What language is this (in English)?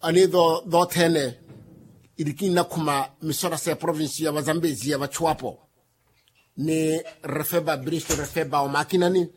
Makhuwa